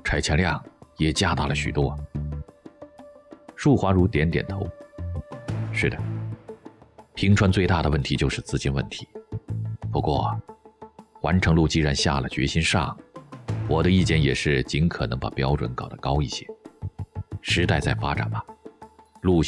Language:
Chinese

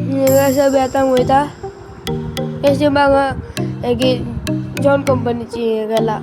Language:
Konkani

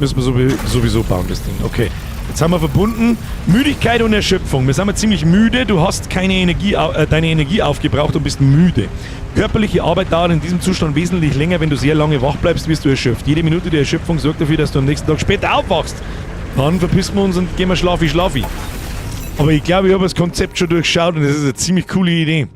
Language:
Bavarian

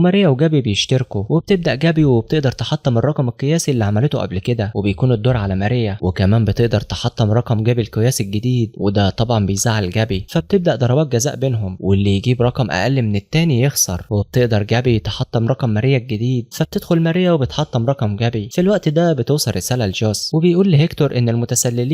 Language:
Egyptian Arabic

